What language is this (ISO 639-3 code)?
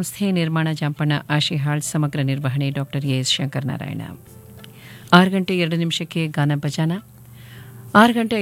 kan